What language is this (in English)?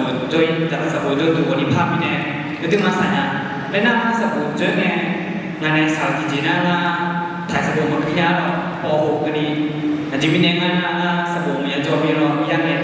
Akha